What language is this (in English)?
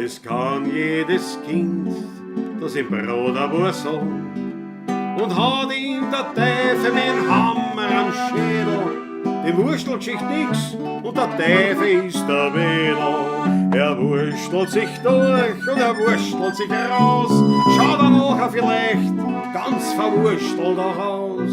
Bavarian